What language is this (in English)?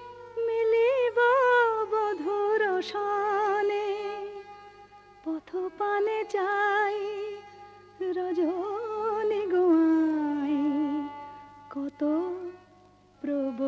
Bangla